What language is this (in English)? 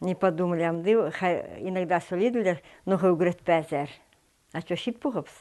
Khakas